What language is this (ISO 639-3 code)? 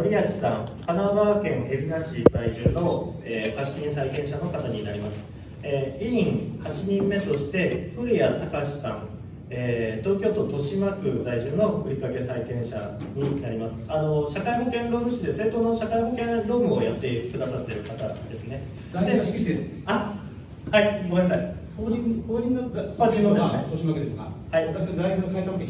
jpn